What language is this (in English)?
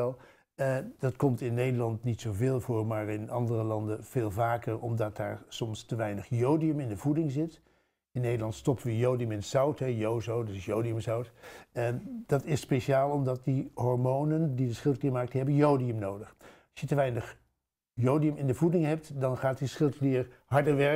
Dutch